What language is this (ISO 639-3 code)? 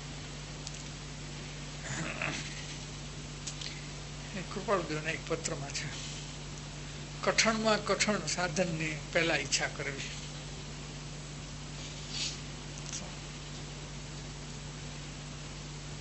guj